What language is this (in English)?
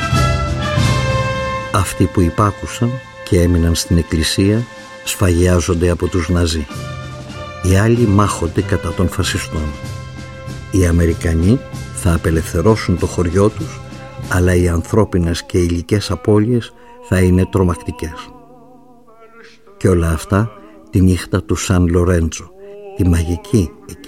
Greek